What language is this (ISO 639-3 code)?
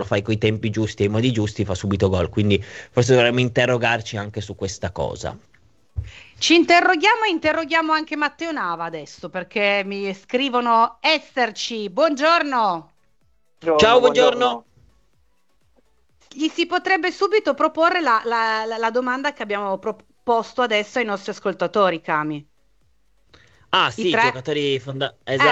ita